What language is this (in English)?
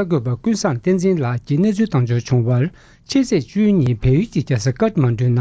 Tibetan